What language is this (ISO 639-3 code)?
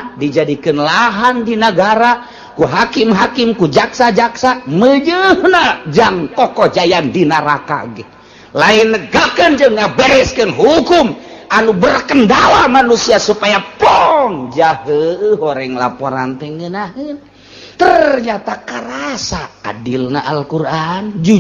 sun